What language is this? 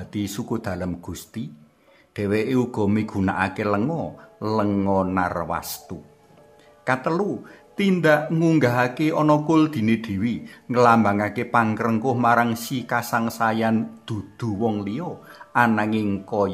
Javanese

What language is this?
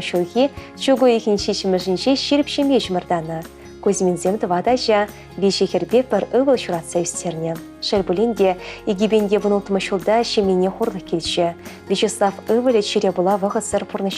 Chuvash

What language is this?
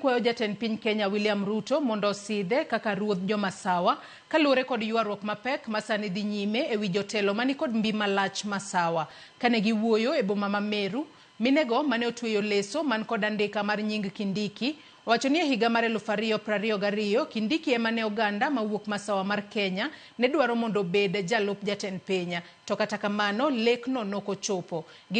Luo (Kenya and Tanzania)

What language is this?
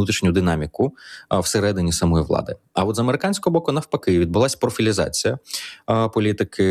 Ukrainian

